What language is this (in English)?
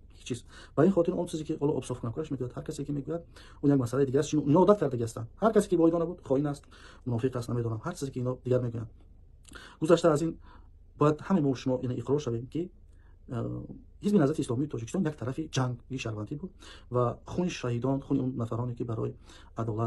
Tajik